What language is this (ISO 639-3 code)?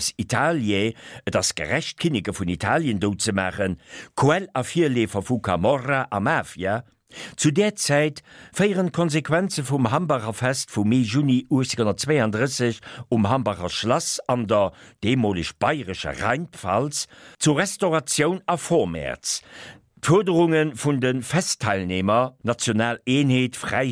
ltz